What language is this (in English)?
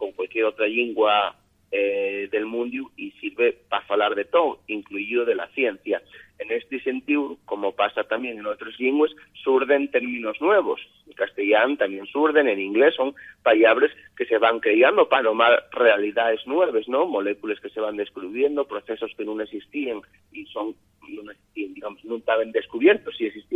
Asturian